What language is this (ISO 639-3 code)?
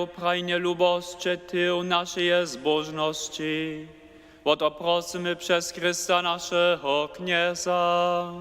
hsb